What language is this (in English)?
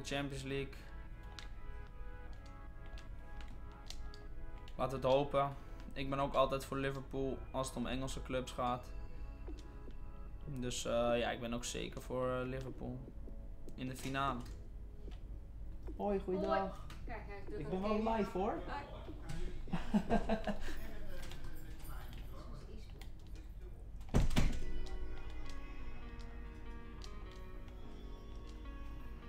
Dutch